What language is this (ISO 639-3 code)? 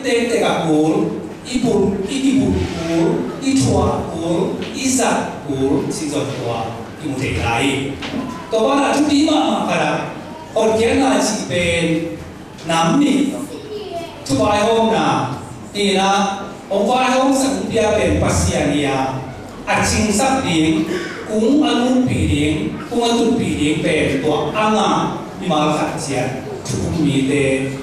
ctd